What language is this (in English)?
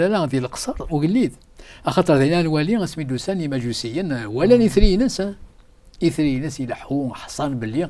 Kabyle